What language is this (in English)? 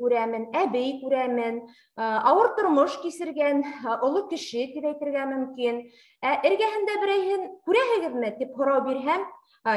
Bashkir